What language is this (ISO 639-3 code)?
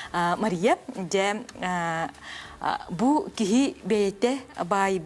sah